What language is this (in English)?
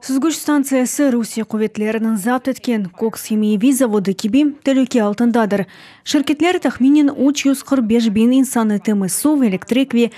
Crimean Tatar